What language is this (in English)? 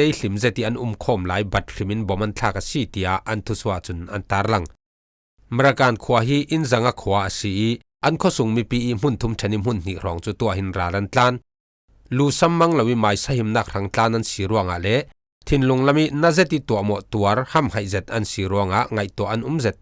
Falam Chin